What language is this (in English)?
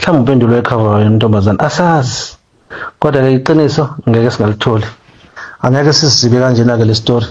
Zulu